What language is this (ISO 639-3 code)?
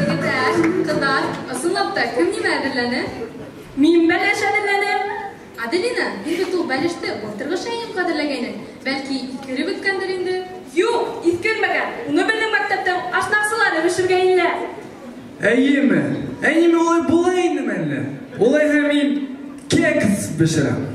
bak